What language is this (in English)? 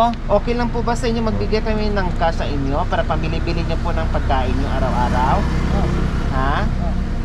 Filipino